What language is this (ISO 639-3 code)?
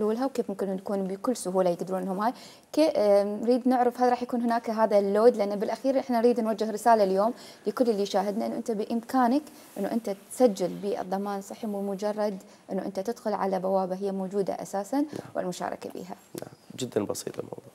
acm